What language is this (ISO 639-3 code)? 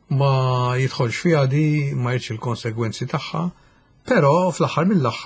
mlt